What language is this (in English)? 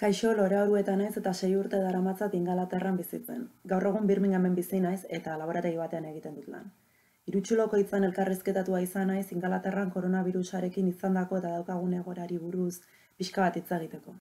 Basque